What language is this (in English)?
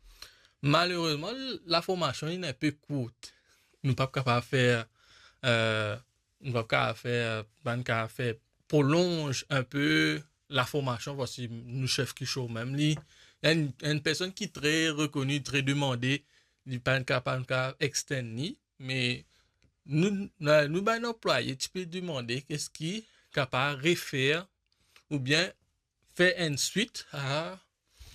Morisyen